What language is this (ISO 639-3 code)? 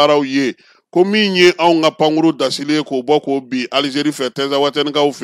bam